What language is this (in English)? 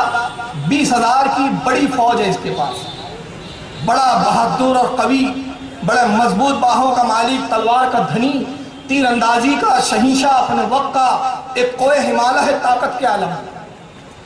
Urdu